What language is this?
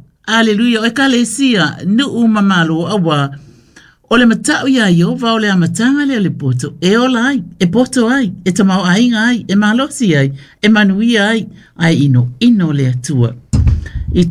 Samoan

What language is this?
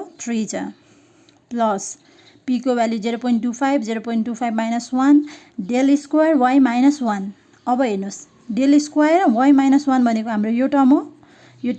Nepali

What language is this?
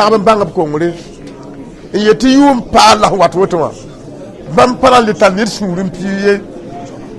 Mossi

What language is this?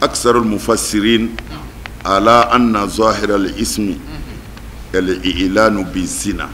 Bambara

